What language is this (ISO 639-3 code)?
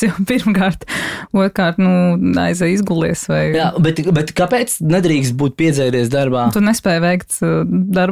lav